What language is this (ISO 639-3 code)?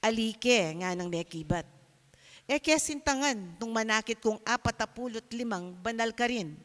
pam